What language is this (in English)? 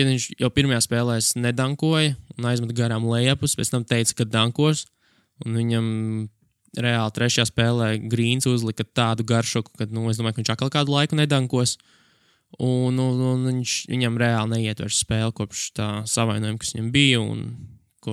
Latvian